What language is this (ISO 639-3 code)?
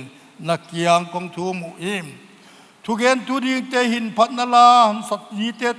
pck